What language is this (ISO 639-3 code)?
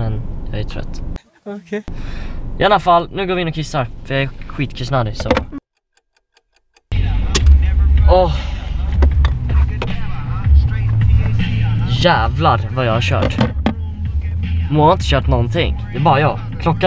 swe